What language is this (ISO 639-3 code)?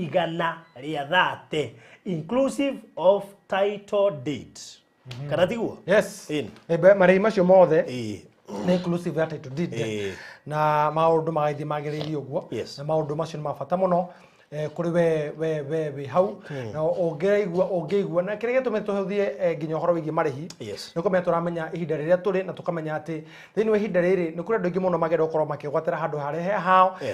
kik